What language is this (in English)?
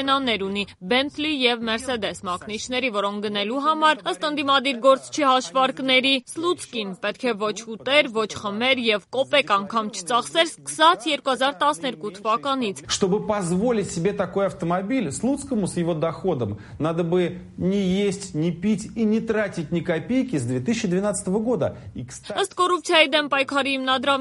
Armenian